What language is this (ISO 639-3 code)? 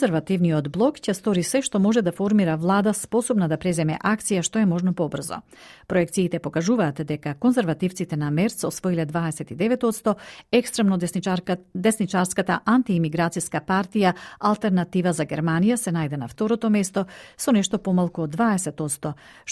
mkd